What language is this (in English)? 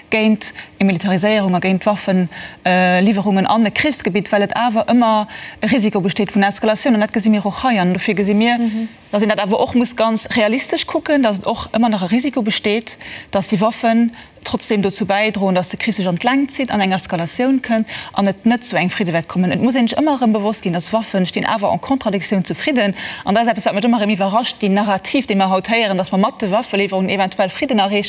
Luxembourgish